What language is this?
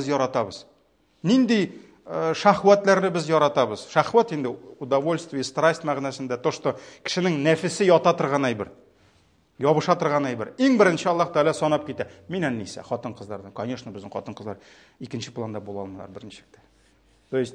Tatar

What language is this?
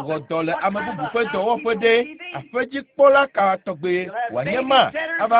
Ewe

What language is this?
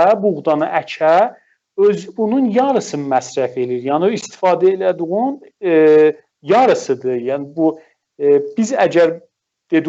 South Azerbaijani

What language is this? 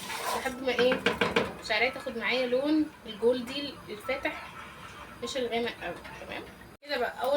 Egyptian Arabic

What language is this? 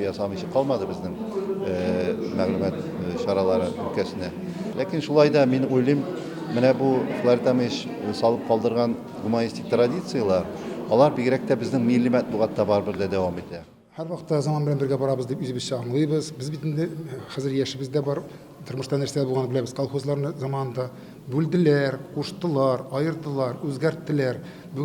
Tatar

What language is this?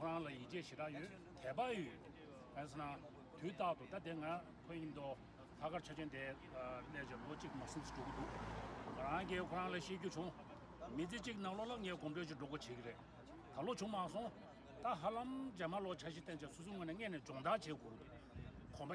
Tibetan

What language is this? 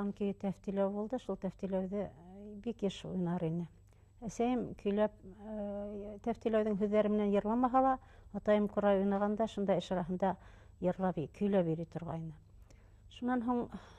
Bashkir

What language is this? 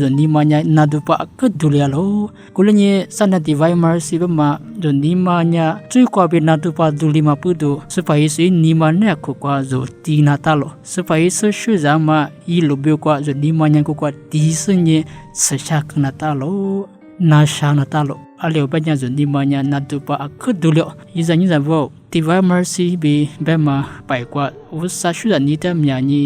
Lisu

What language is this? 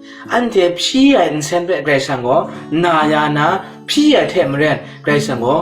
Kachin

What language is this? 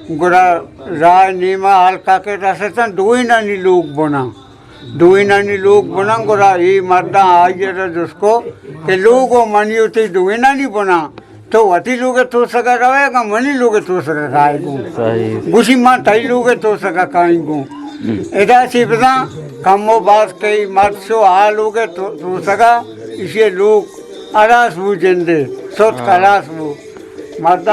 Eastern Balochi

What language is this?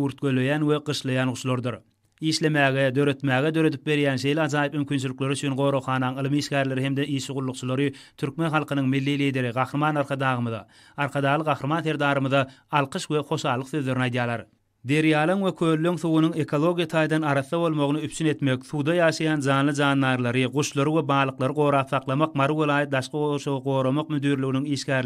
Turkmen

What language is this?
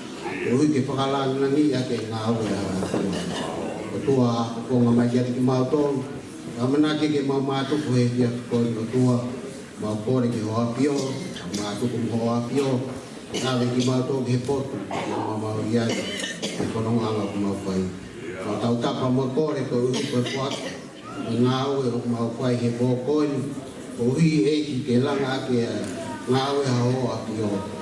Tongan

